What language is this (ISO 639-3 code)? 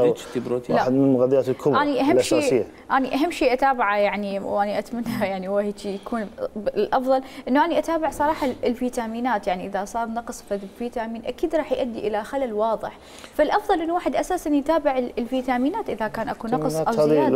acm